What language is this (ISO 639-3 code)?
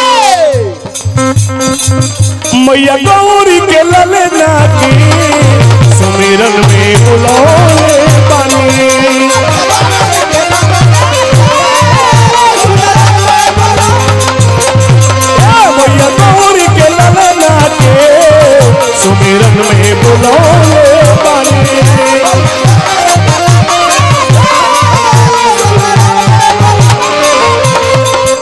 bho